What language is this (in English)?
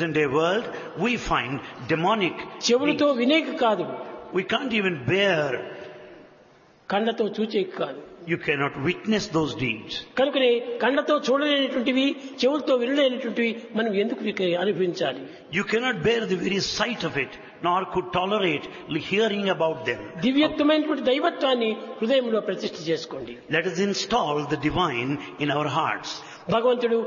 Telugu